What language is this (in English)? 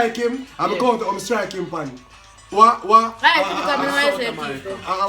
Jamaican Creole English